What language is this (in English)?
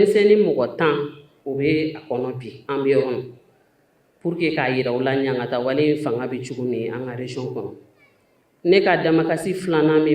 Bambara